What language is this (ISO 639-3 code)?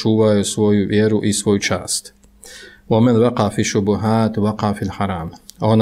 bos